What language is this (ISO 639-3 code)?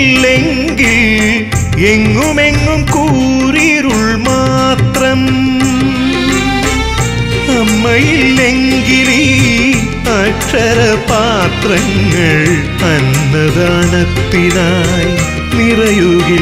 mal